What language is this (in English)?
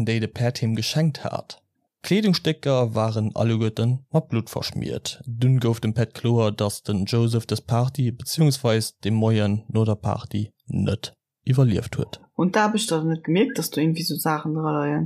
Luxembourgish